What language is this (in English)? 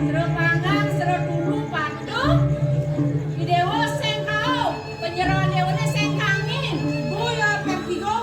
Balinese